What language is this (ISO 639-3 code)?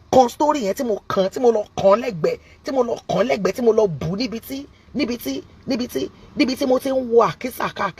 yor